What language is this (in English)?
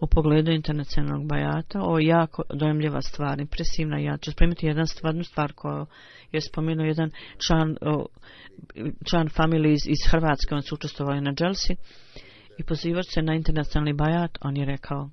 Bosnian